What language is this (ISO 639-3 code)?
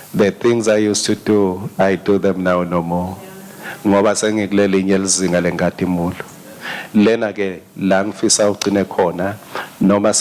ssw